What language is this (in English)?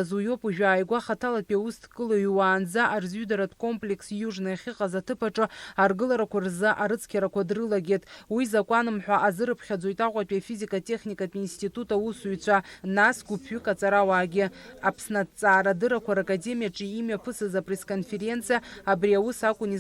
Abkhazian